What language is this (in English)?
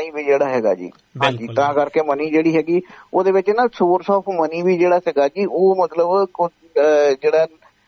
Punjabi